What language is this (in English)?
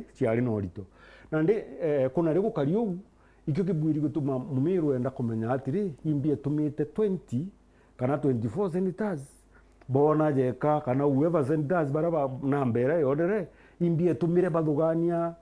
Meru